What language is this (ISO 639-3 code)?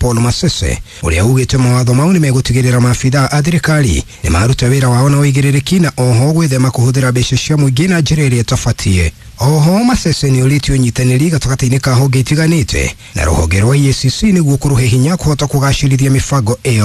kik